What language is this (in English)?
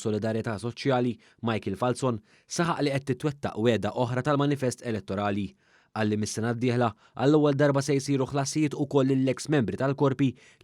Maltese